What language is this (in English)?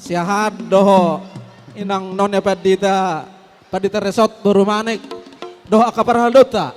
Batak Toba